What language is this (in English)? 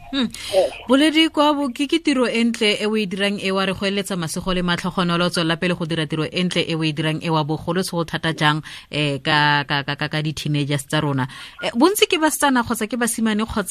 Tswana